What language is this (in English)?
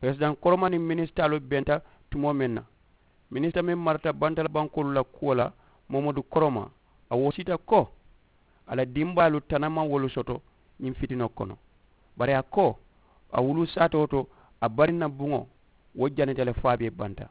Mandingo